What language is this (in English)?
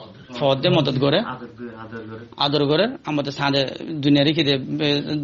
Rohingya